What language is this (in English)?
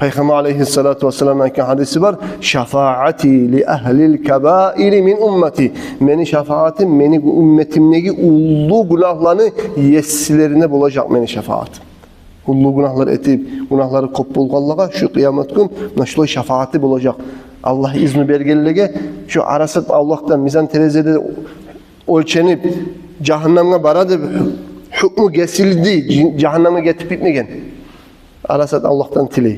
Kumyk